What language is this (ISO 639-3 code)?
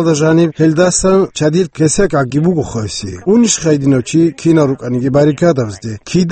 ava